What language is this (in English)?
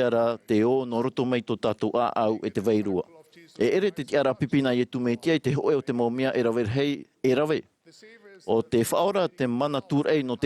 Tahitian